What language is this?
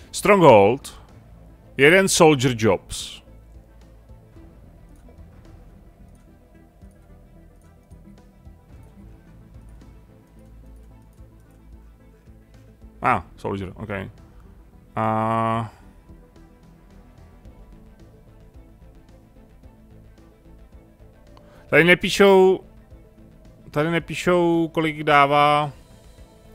Czech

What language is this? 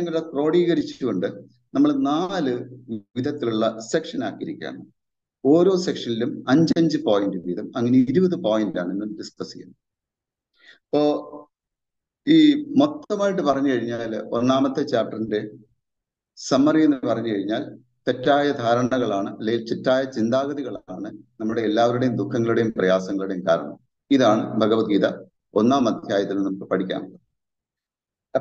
Malayalam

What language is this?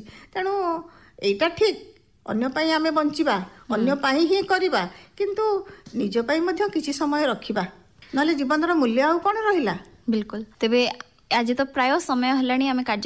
Odia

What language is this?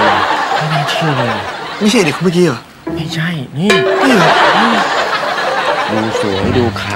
Thai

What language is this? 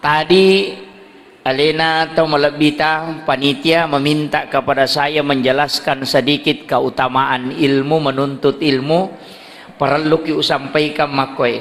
Buginese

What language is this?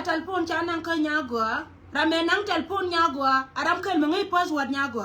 Nuer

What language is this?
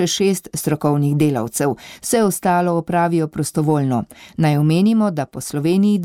Slovenian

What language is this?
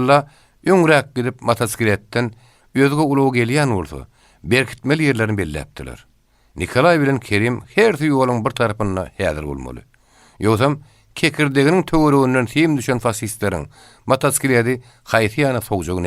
Turkmen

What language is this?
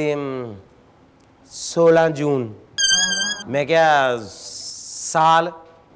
Punjabi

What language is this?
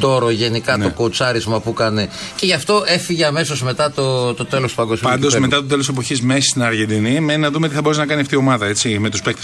Greek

